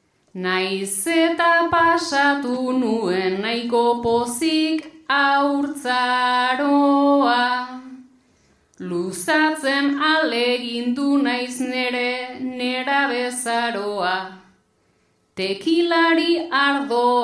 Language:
Basque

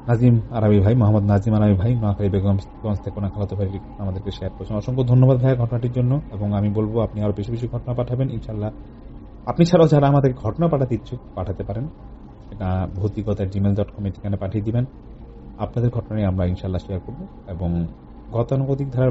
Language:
Bangla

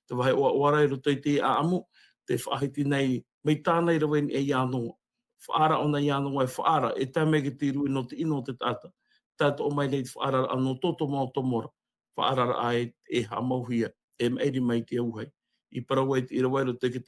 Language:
Tahitian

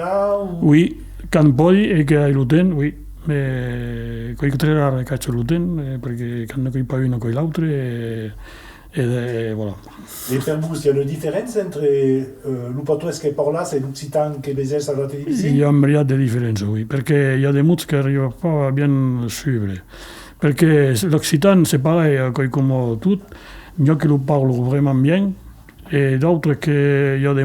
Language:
Occitan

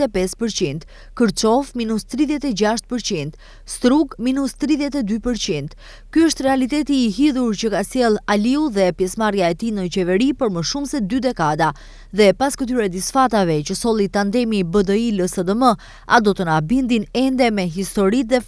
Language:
Albanian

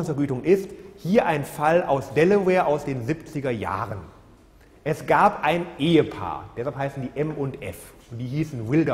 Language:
German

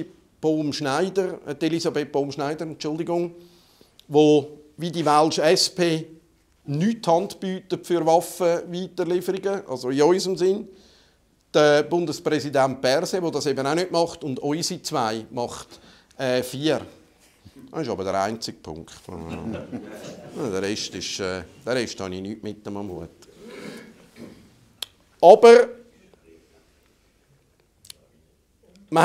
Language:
German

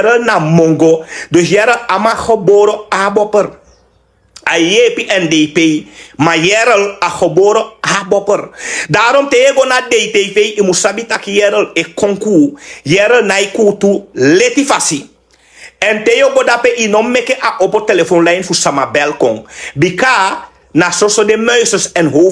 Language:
Sranan Tongo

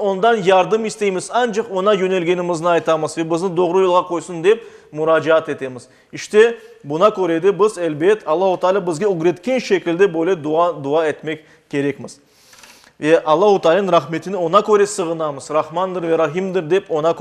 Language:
Crimean Tatar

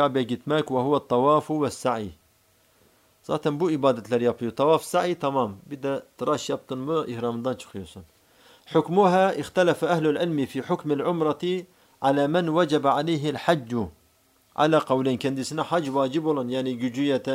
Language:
Turkish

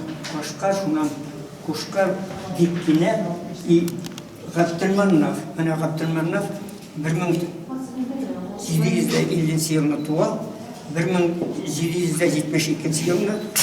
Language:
Tatar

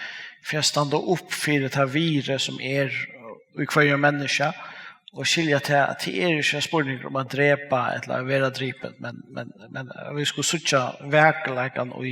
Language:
Faroese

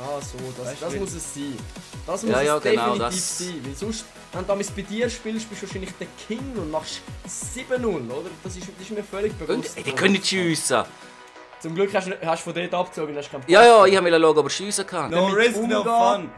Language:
Swiss German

